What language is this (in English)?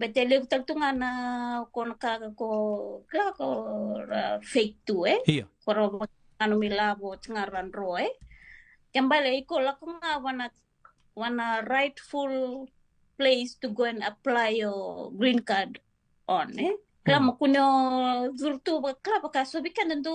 Fijian